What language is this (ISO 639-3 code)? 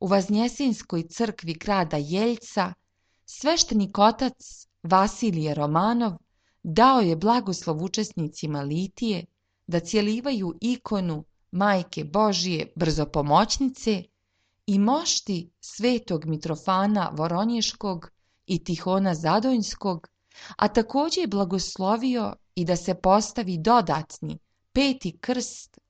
srp